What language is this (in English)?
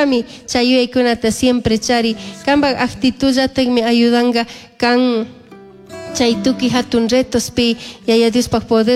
Chimborazo Highland Quichua